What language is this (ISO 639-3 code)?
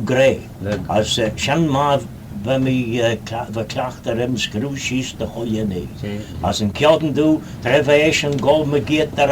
glv